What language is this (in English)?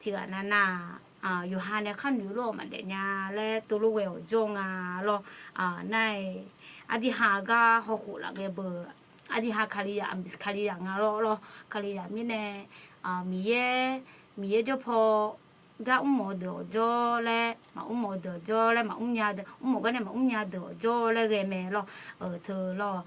Akha